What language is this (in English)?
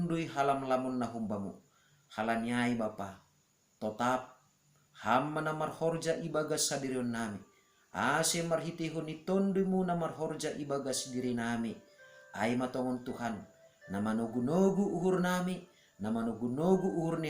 Batak Simalungun